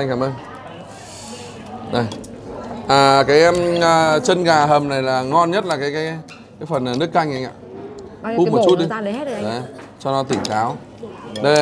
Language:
Vietnamese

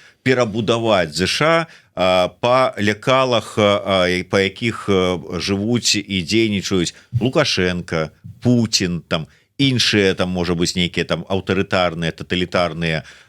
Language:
Belarusian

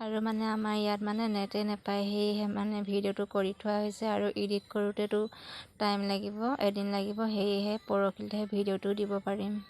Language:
Assamese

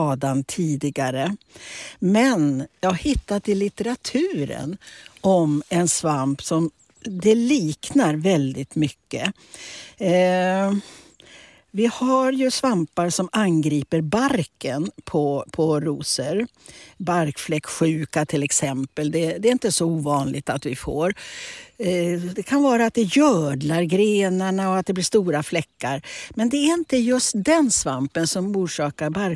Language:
Swedish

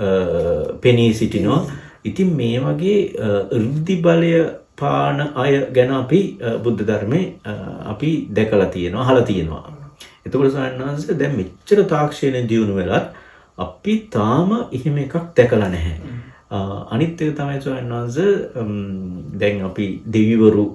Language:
Sinhala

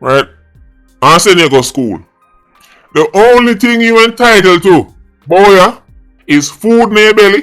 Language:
Jamaican Creole English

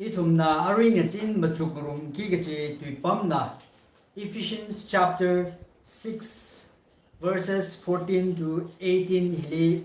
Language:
Tangkhul Naga (India)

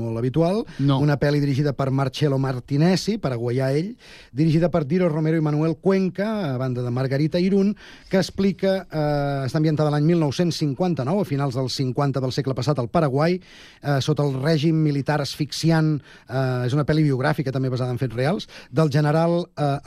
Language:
Catalan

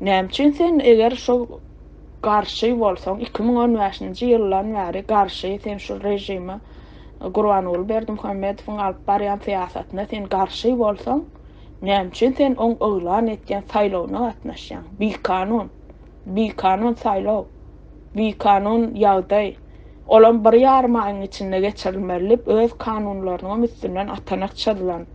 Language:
Turkmen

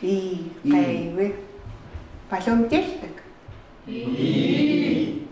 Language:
Chukot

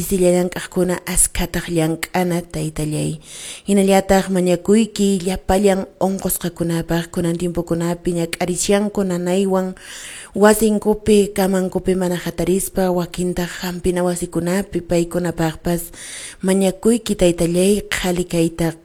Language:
Quechua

